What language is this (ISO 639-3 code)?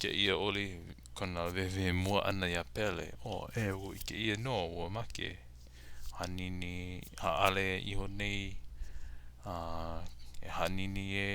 haw